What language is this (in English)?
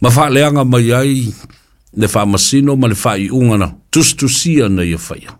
Samoan